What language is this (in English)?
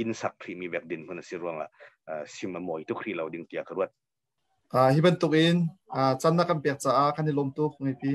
Hakha Chin